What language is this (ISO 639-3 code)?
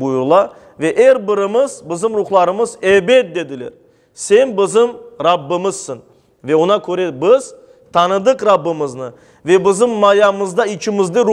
crh